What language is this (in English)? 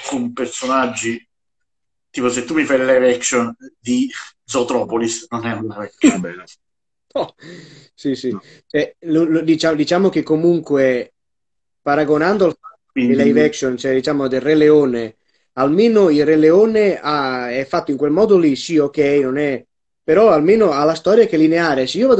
Italian